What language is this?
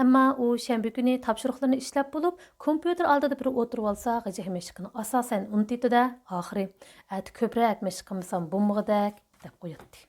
Uyghur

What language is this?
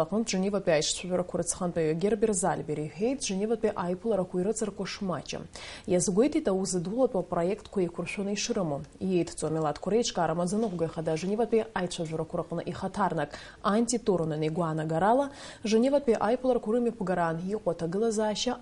Abkhazian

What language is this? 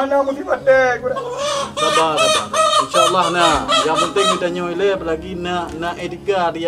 Achinese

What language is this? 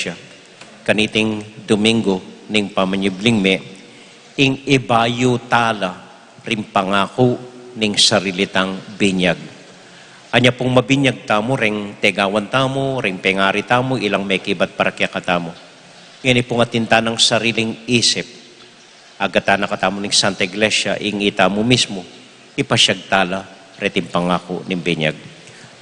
Pampanga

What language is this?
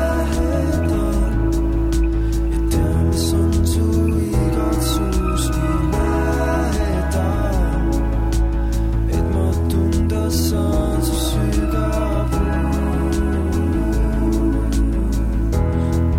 Estonian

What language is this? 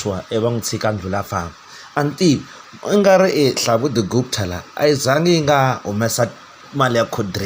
Tsonga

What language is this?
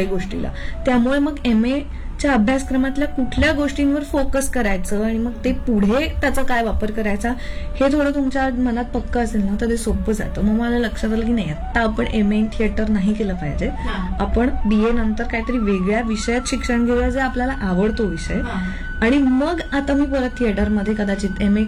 Marathi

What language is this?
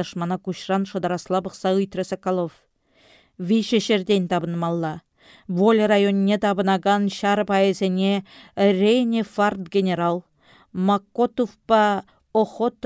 Chuvash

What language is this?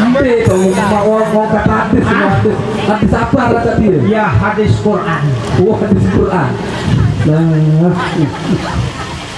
Sasak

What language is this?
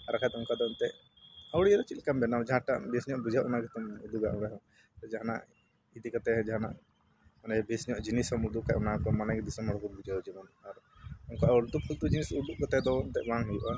Santali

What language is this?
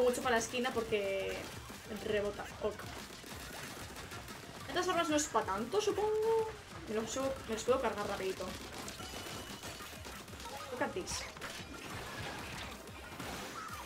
Spanish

